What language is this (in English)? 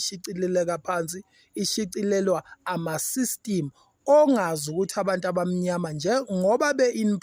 Zulu